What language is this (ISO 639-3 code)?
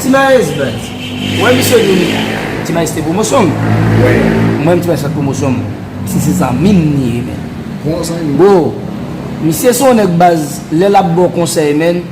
hat